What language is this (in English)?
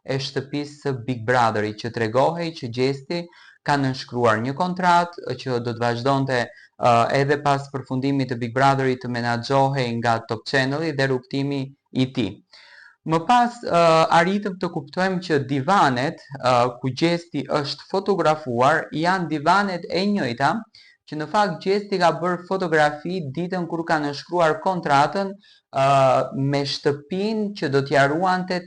Albanian